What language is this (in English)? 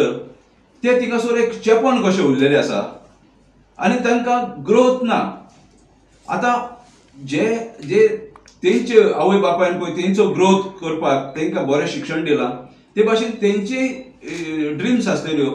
Konkani